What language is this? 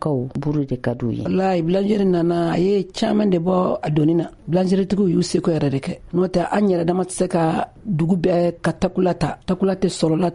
Bambara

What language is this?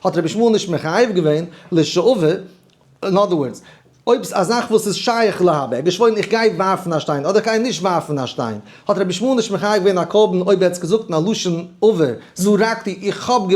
Yiddish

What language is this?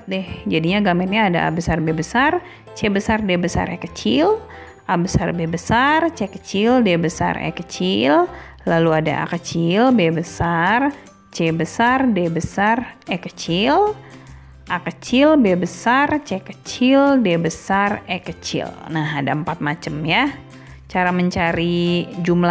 Indonesian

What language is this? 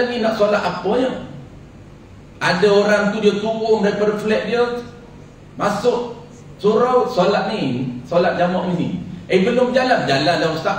Malay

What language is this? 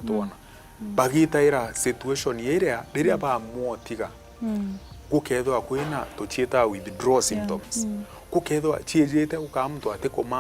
Meru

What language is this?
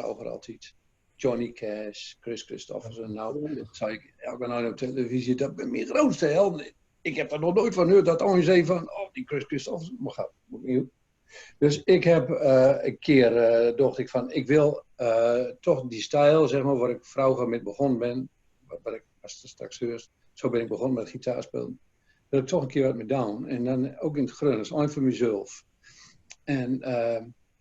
Gronings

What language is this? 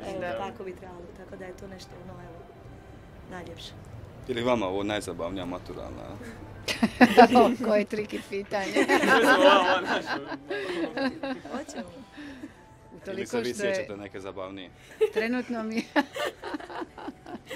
Croatian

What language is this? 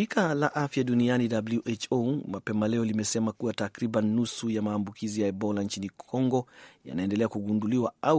Swahili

